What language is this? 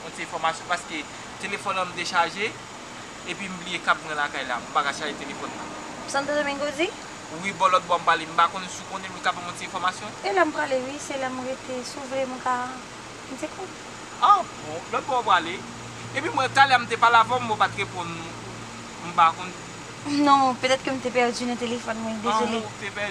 Haitian Creole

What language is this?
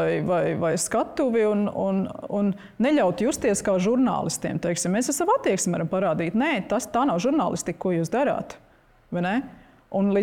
Latvian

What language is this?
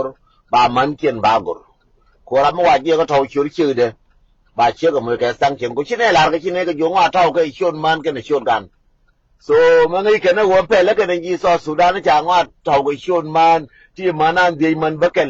Nuer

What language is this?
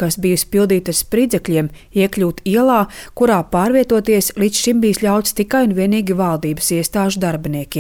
Latvian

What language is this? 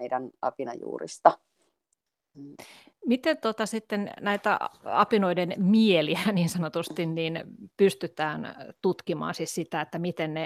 Finnish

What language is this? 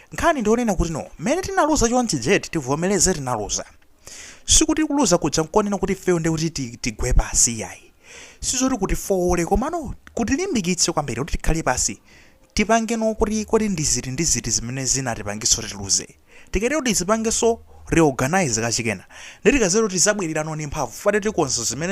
Nyanja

